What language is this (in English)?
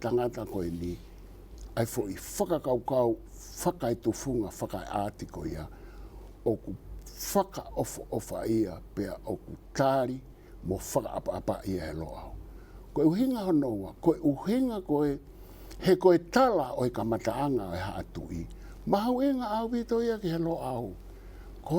Tongan